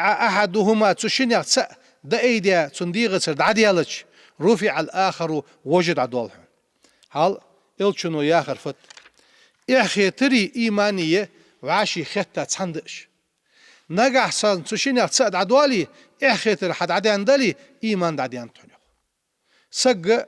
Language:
Ingush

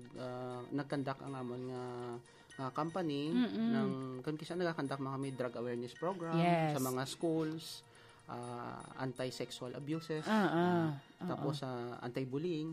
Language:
Hiligaynon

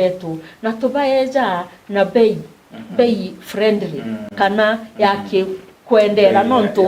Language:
Meru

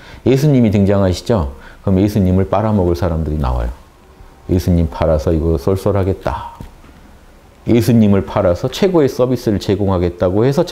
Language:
Korean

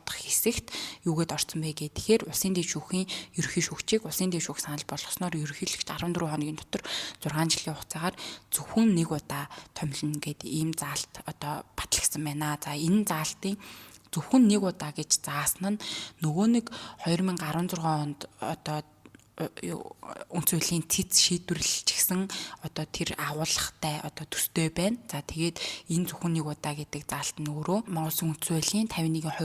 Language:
Mongolian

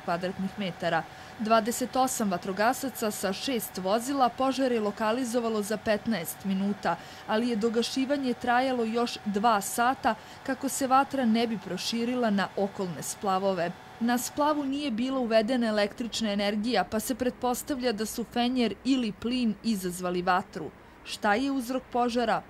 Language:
Serbian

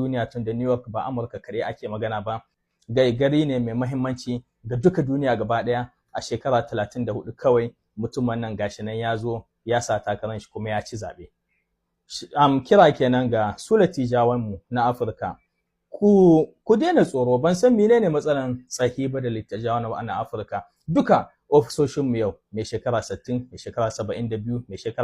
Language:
Hausa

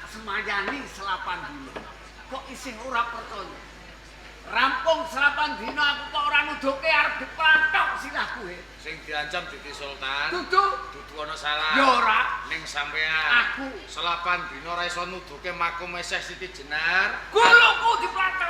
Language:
Javanese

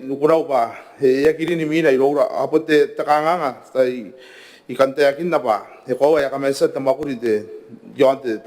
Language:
Gilbertese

